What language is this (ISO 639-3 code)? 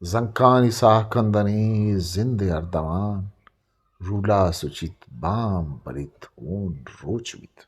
bgp